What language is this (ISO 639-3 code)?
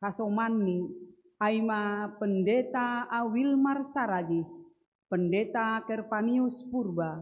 bts